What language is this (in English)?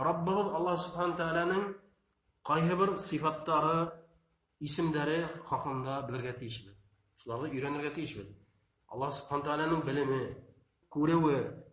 Bashkir